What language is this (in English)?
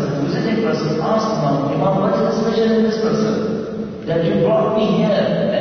Urdu